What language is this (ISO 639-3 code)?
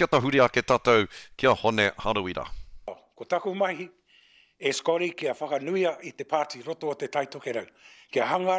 mri